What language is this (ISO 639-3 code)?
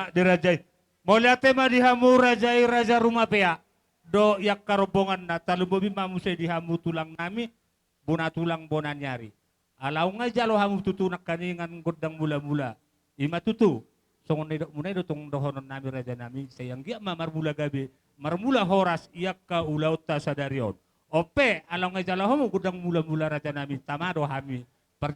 bbc